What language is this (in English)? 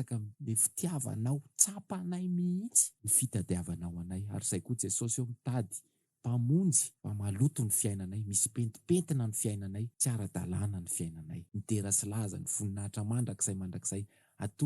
Malagasy